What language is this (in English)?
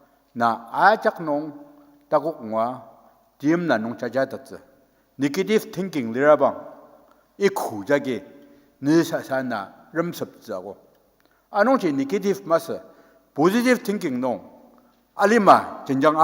Ao Naga